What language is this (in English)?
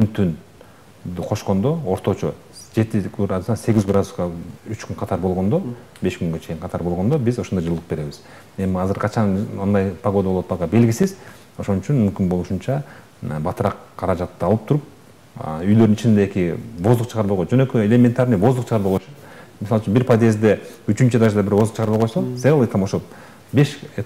Kyrgyz